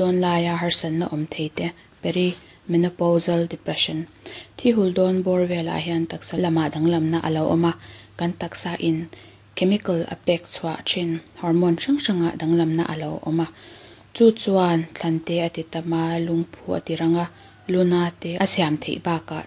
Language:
Mizo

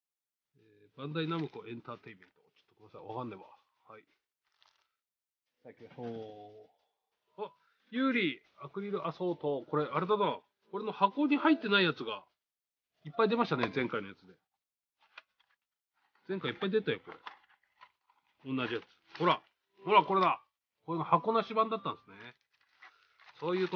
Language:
Japanese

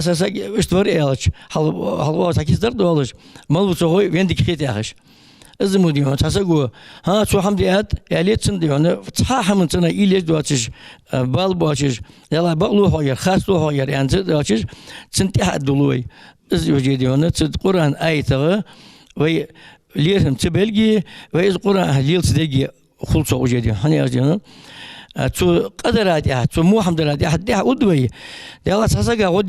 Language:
Ingush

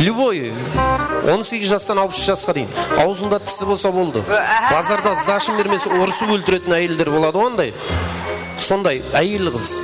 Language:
Kara-Kalpak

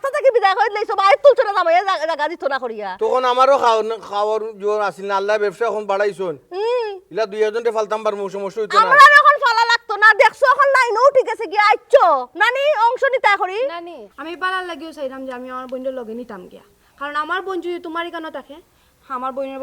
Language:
Sylheti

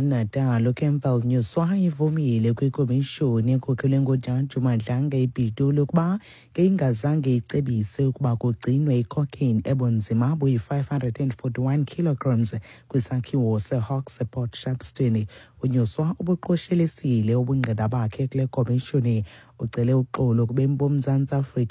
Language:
Xhosa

